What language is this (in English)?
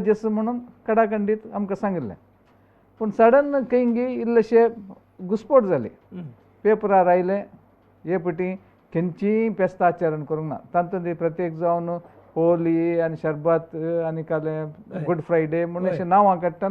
Konkani